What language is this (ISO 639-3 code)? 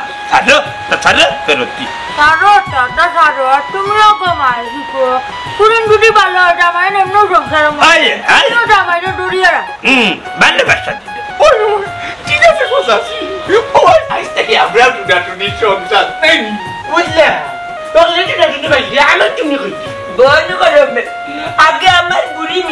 syl